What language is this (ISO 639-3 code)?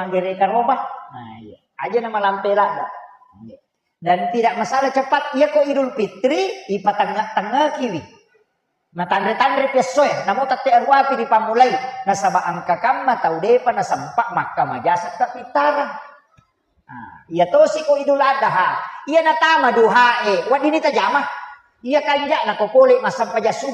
bug